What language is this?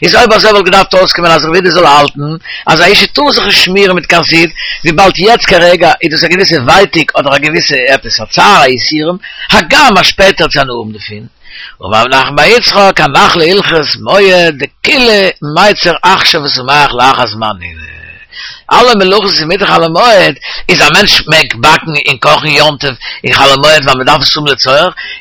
Yiddish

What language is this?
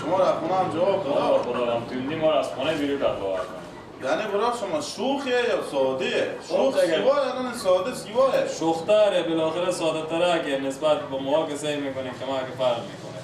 Persian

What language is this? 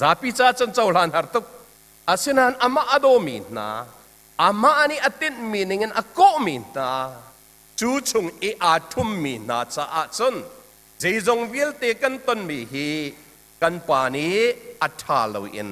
Hakha Chin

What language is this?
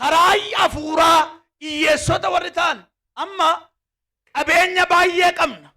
Oromo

